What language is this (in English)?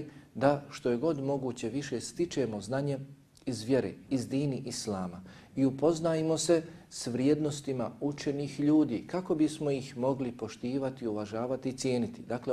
Bosnian